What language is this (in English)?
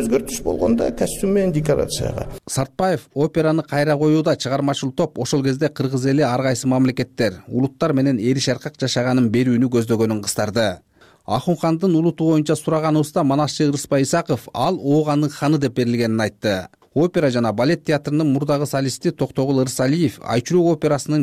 Kyrgyz